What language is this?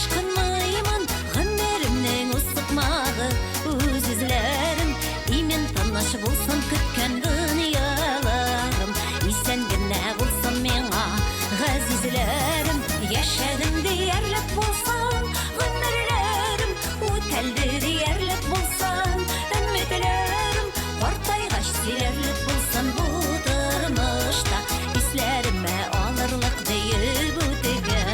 Bashkir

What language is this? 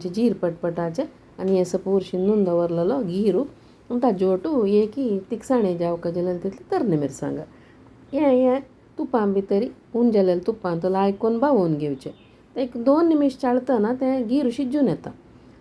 Konkani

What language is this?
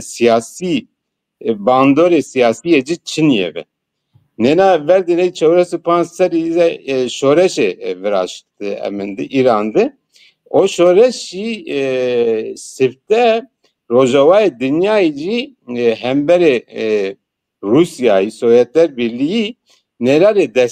Zaza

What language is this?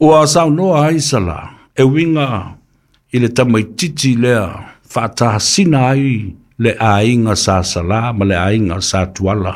Samoan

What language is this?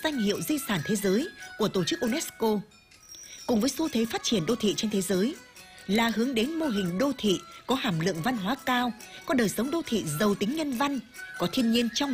Vietnamese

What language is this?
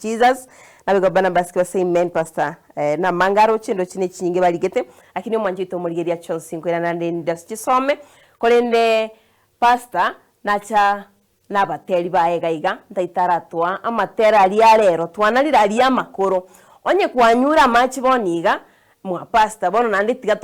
Gusii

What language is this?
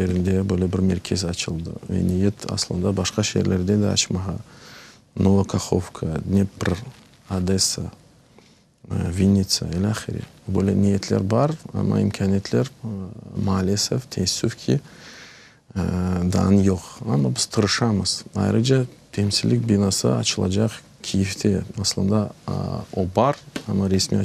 Crimean Tatar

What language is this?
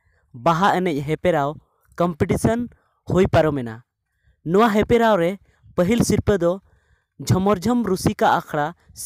Santali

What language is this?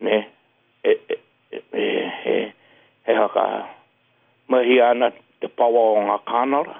Māori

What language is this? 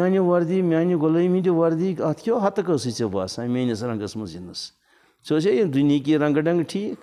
Kashmiri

